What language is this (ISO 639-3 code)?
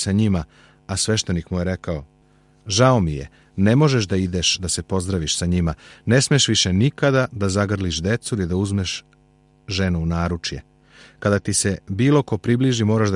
srp